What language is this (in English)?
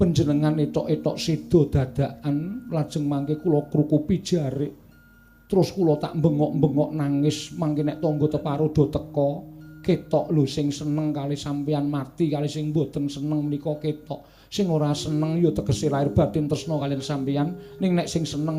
Javanese